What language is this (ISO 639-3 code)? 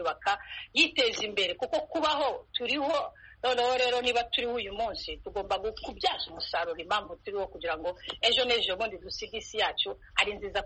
kin